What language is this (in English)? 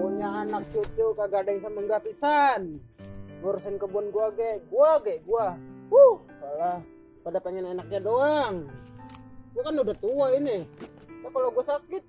Betawi